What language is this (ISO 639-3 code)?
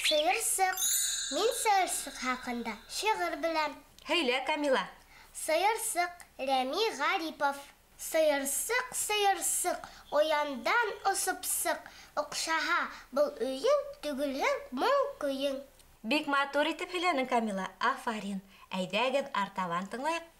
bak